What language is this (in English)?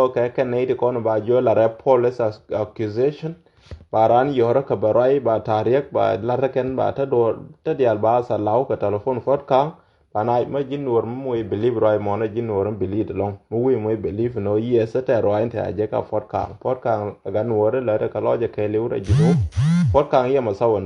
Nuer